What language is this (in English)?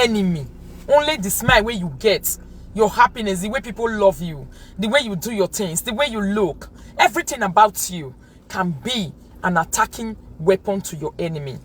Nigerian Pidgin